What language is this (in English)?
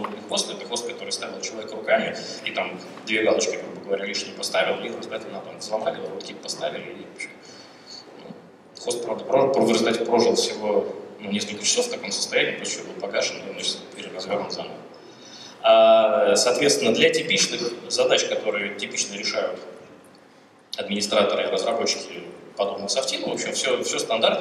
Russian